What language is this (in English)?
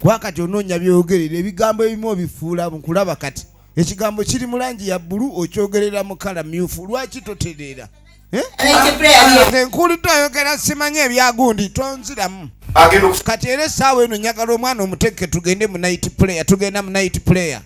Ganda